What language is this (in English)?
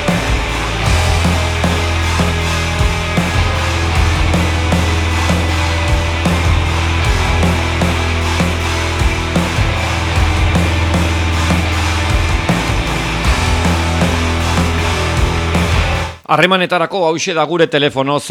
Basque